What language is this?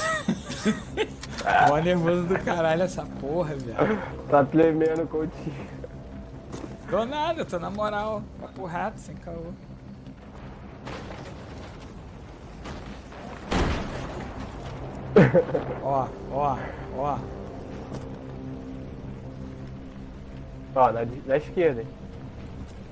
Portuguese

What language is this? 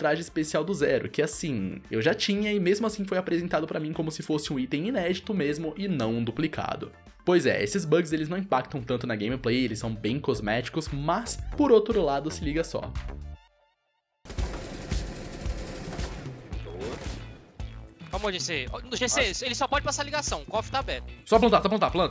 Portuguese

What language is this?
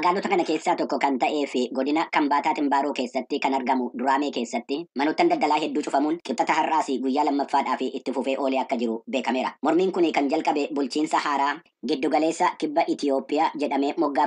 Oromo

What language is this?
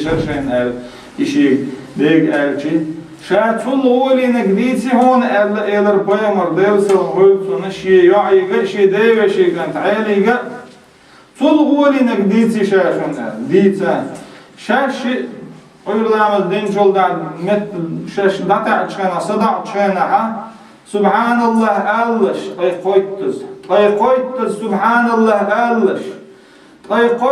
Chechen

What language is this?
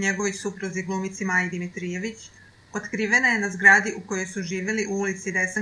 Serbian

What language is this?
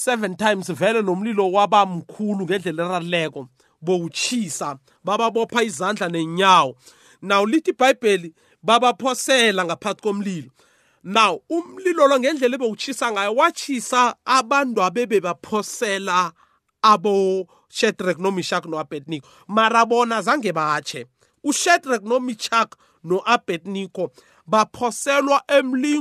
South Ndebele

